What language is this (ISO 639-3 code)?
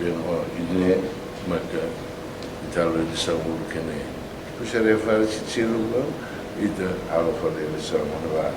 tet